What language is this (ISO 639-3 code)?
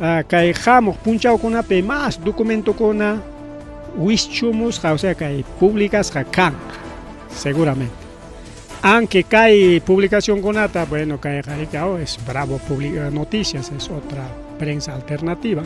quy